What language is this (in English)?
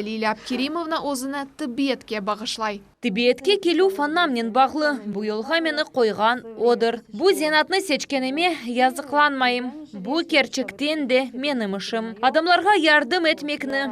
Crimean Tatar